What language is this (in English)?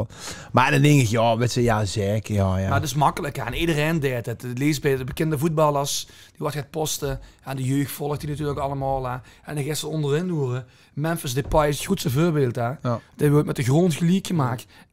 Limburgish